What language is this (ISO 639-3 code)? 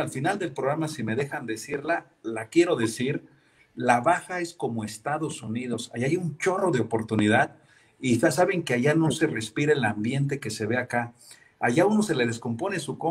spa